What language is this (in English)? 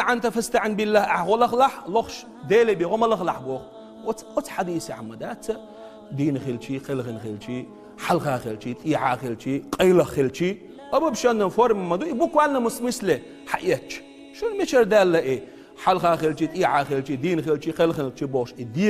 Chechen